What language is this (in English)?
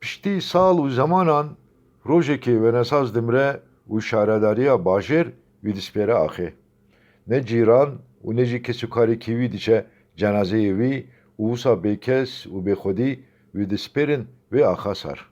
Kurdish